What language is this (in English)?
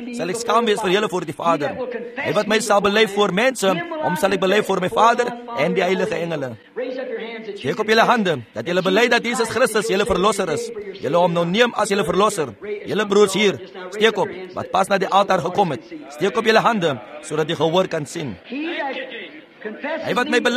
Afrikaans